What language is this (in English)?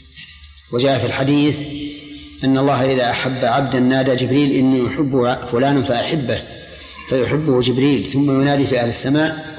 Arabic